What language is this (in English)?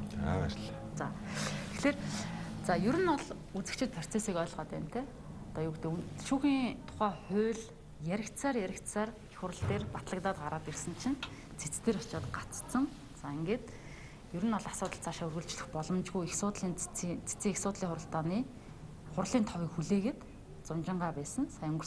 Mongolian